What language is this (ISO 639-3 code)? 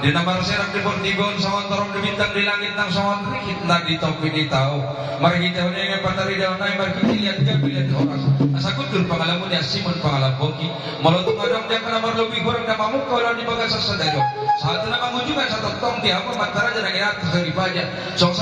bbc